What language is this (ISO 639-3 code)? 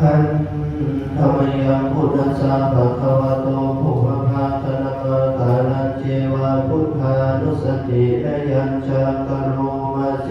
pli